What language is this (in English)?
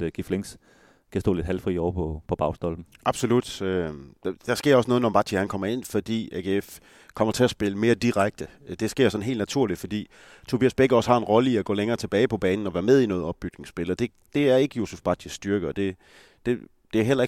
Danish